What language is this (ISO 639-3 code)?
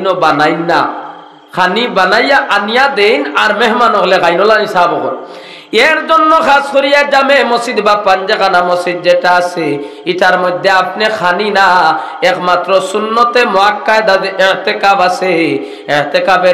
syl